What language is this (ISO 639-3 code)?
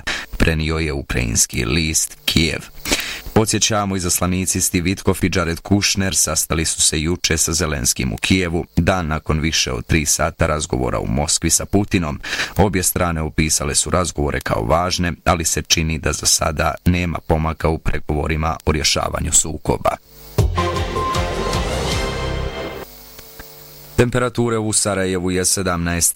bos